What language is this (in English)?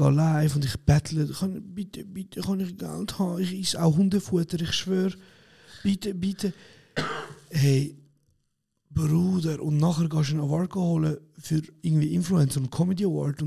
Swiss German